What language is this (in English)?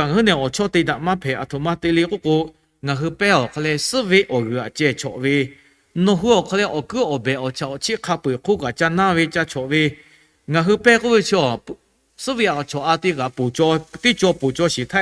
Lahu